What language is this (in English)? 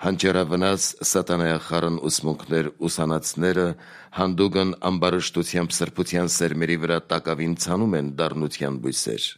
Armenian